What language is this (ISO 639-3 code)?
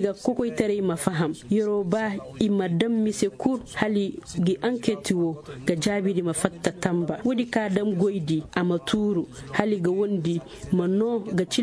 ses